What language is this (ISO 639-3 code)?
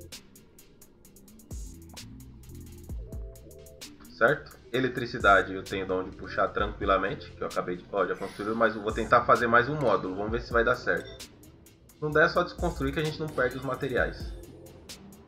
por